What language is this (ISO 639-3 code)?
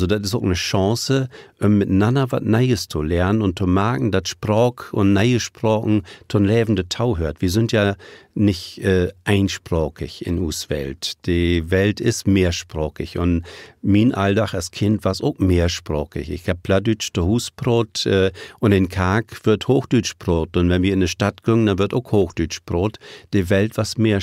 nds